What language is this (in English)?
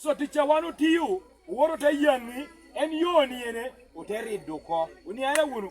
Lango (Uganda)